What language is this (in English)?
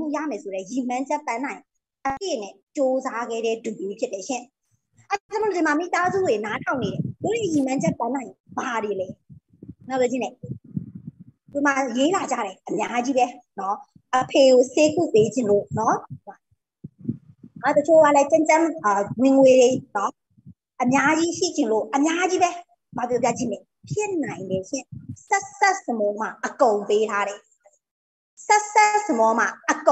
Burmese